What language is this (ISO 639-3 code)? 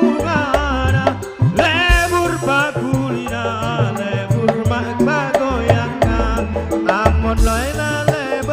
mad